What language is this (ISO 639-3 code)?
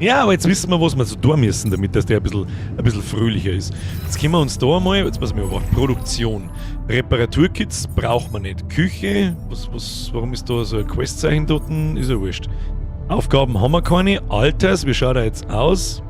bar